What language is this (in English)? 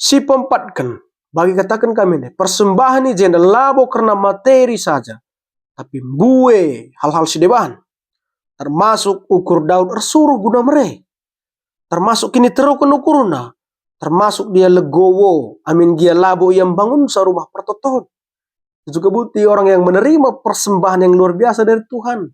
Batak Karo